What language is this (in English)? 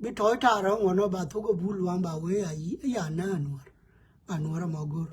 Nuer